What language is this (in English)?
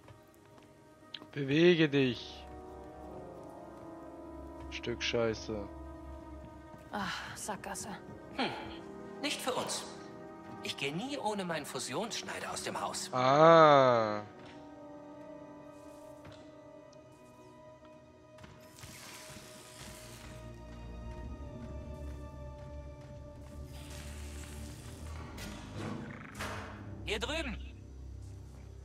German